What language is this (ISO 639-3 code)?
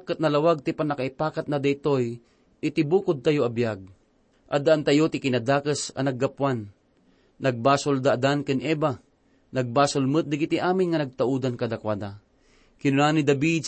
ilo